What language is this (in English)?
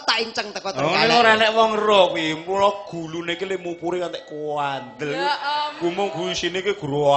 Javanese